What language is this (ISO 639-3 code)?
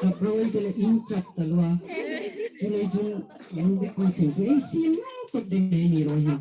hmr